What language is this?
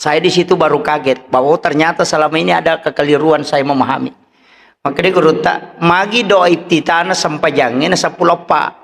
Buginese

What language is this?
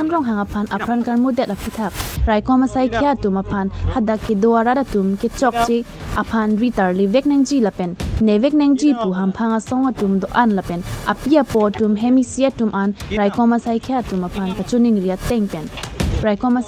Karbi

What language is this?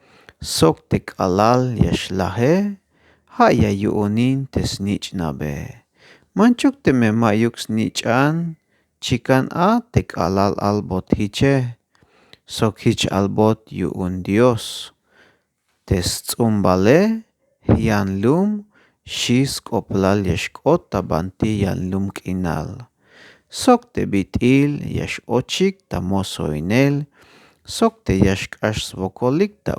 Tzeltal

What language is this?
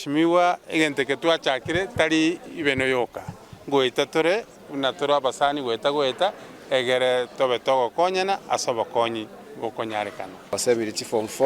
Gusii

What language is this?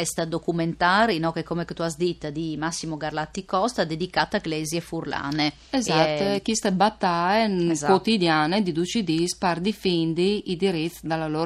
Friulian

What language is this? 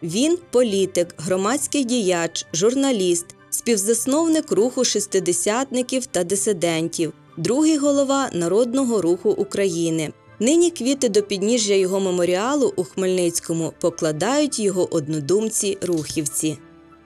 Ukrainian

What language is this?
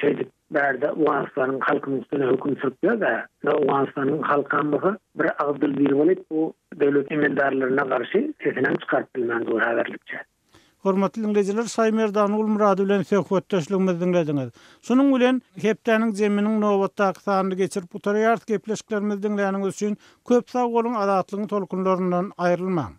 Turkmen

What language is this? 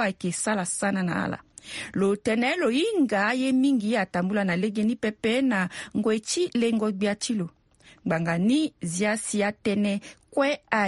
Sango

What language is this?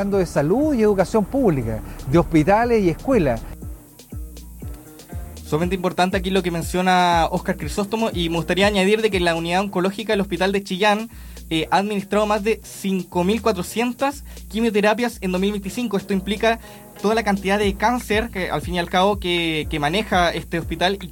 Spanish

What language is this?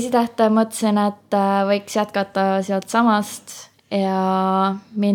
Estonian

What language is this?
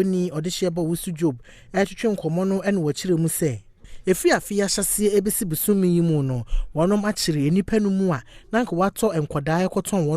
Akan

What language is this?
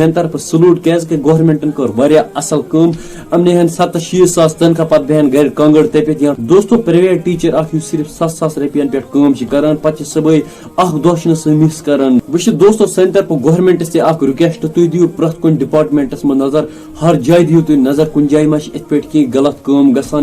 Kashmiri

